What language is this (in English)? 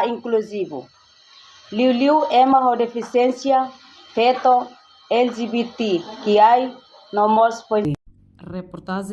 Tetum